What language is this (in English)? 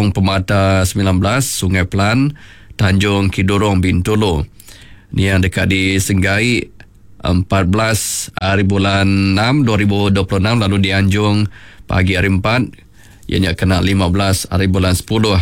Iban